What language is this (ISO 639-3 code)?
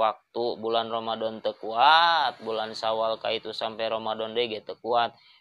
sun